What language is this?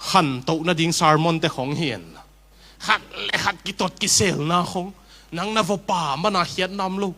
Tedim Chin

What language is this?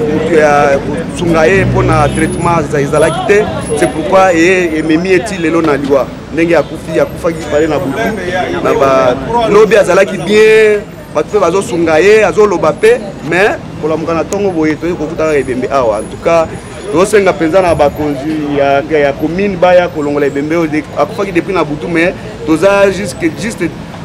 Lingala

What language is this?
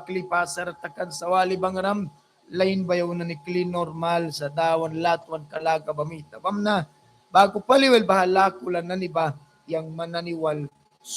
Mískito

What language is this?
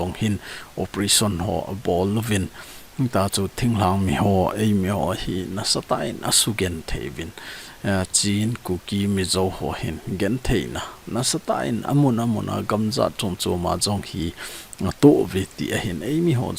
Thado Chin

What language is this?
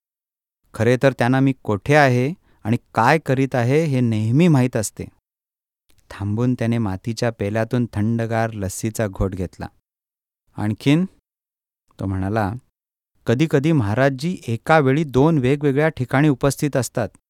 Marathi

